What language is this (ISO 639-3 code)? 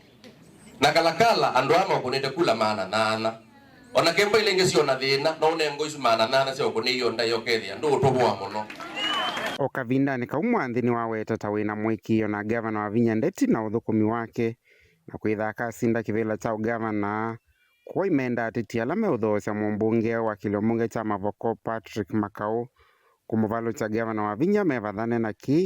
kam